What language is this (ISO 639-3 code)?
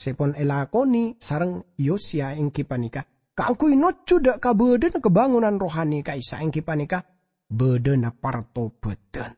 mad